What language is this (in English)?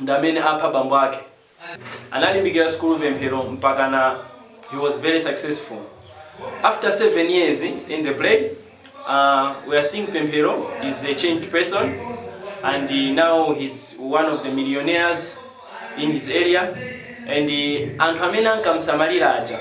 Nyanja